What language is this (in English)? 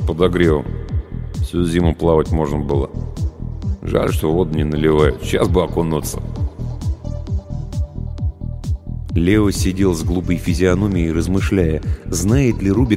Russian